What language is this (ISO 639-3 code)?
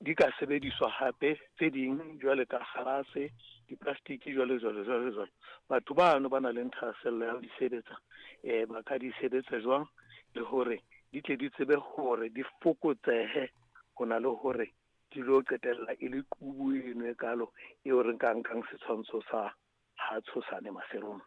sot